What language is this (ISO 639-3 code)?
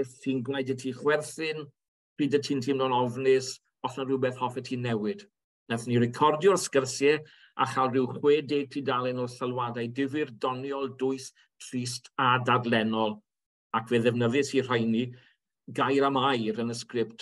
cym